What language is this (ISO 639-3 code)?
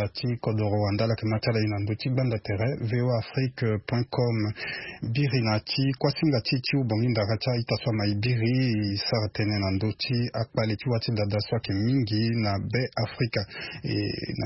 sag